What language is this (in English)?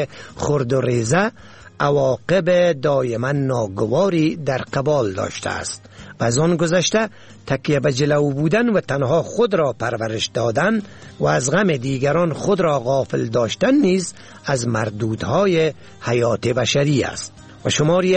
Persian